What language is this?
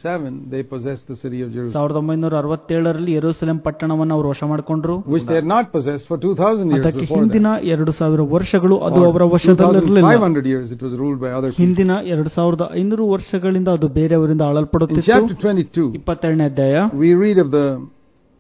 Kannada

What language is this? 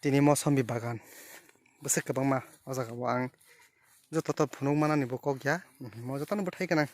Kok Borok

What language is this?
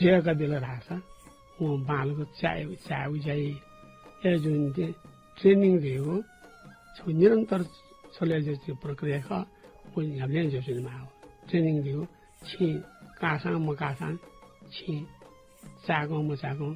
Newari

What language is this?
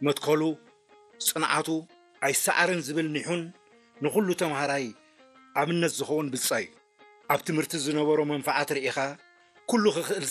Tigrinya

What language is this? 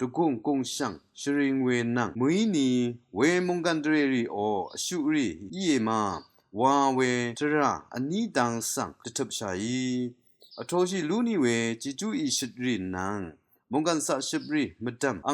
Rawang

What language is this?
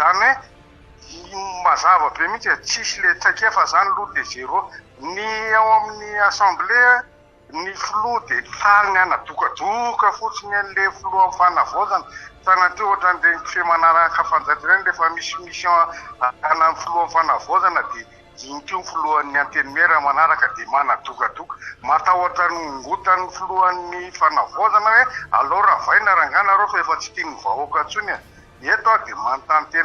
Malagasy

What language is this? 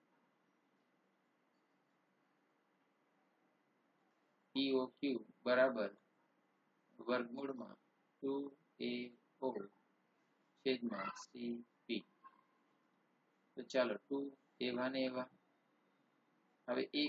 Gujarati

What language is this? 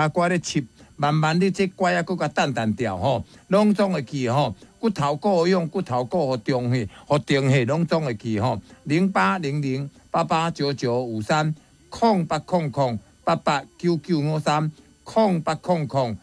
Min Nan Chinese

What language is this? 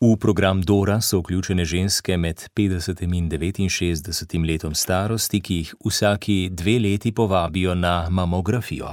Slovenian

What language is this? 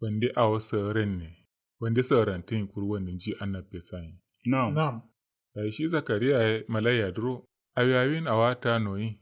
Kanuri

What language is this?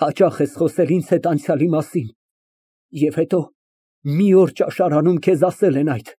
Armenian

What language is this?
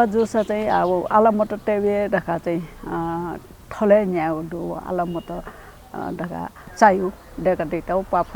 Newari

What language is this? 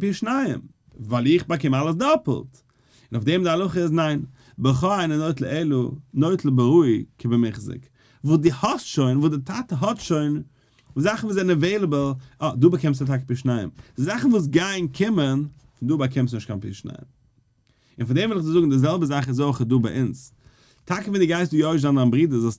Yiddish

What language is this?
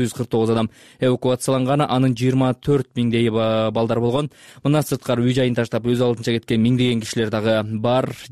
Kyrgyz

